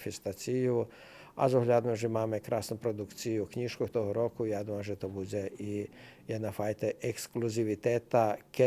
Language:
Rusyn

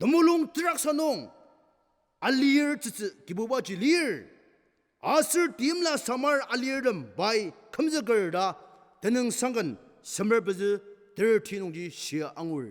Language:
Ao Naga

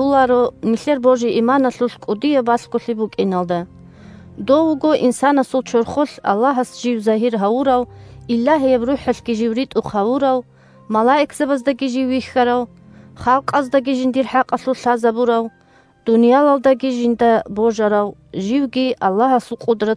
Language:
Avaric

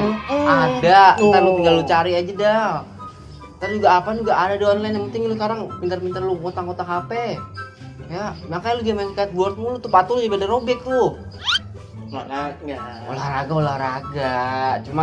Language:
Betawi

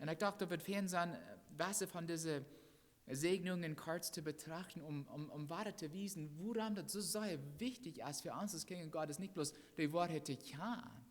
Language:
Plautdietsch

